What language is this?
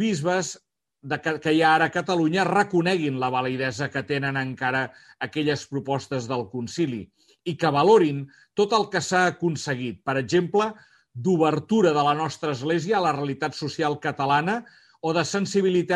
Catalan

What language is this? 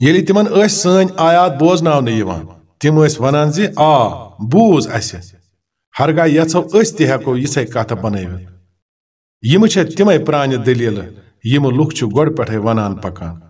Kashmiri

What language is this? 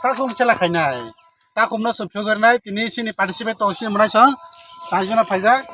Kok Borok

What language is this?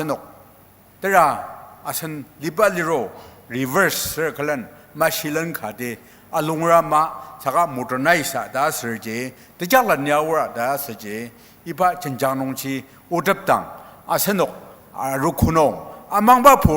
Ao Naga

